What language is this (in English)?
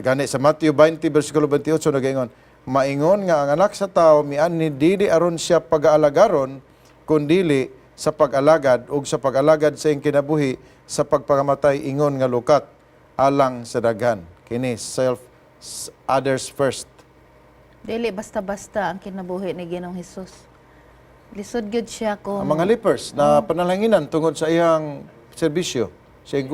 Cebuano